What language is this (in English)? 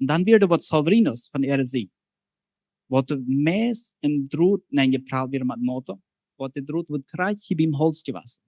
Plautdietsch